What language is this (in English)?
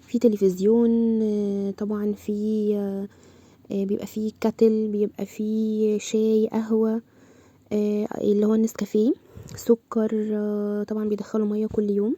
Egyptian Arabic